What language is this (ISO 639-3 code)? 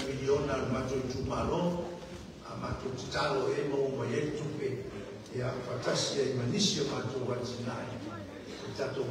smo